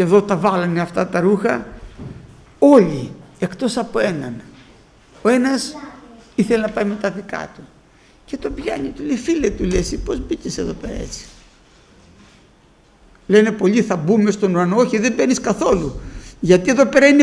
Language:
Greek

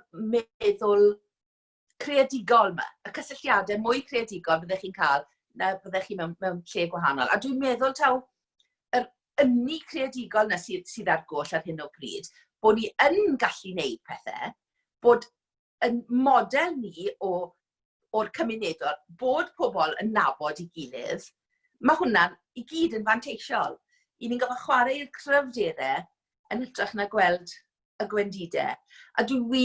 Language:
Welsh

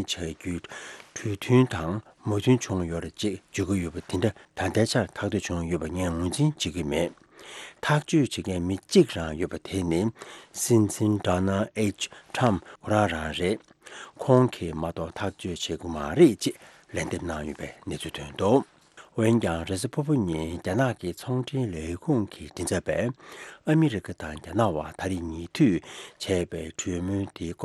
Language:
Tibetan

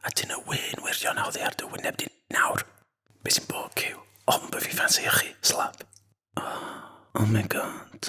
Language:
Welsh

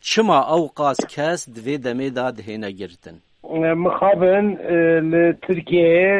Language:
Kurdish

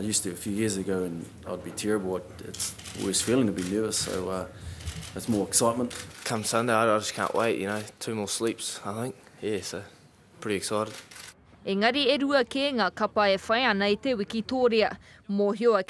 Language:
Māori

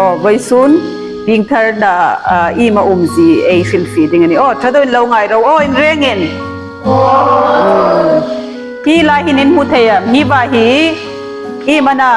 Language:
Hmar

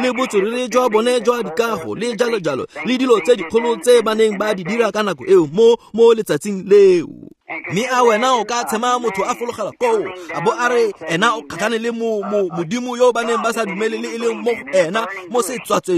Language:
Tswana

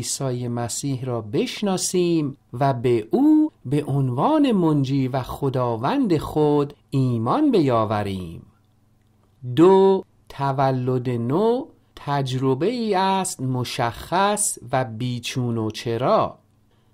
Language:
Persian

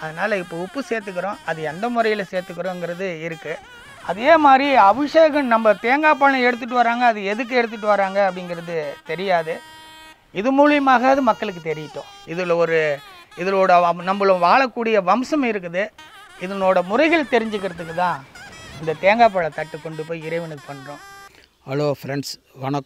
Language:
Tamil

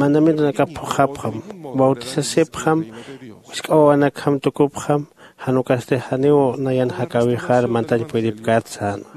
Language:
Aymara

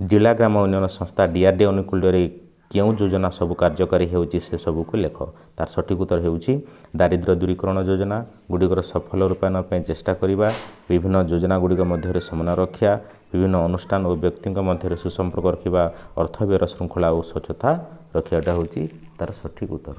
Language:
Odia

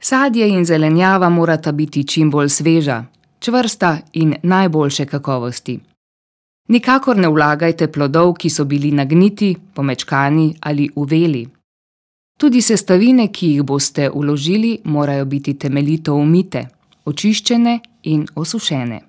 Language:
Slovenian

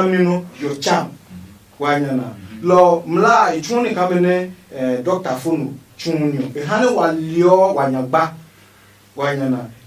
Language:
Adangme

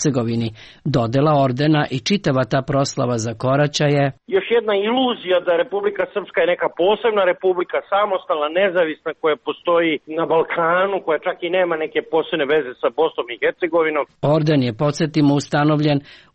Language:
Serbian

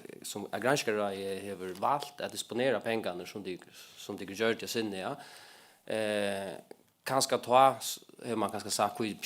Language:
Faroese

